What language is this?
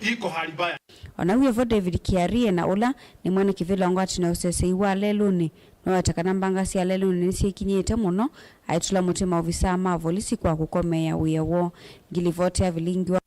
Kamba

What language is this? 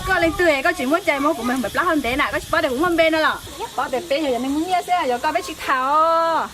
Hmong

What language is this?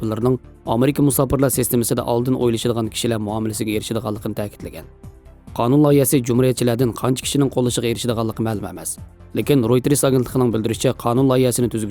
Uyghur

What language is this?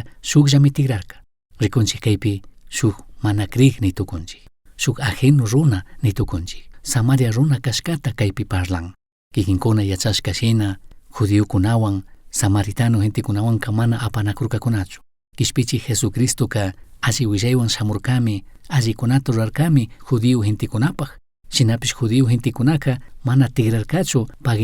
Chimborazo Highland Quichua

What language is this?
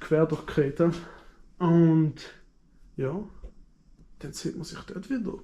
Swiss German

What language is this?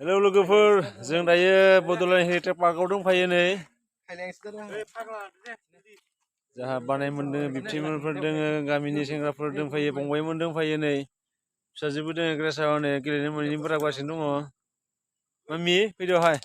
Bodo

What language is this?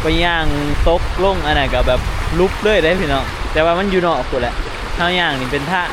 Northeastern Thai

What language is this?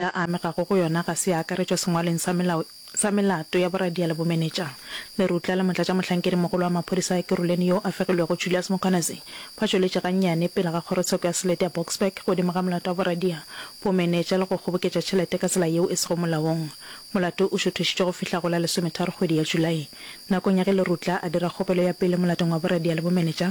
Northern Sotho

